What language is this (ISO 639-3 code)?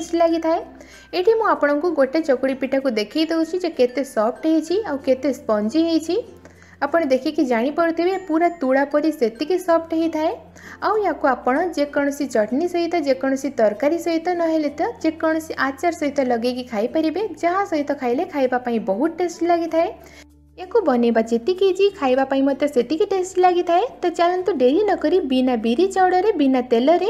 ori